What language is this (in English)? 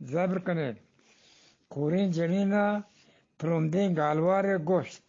Eastern Balochi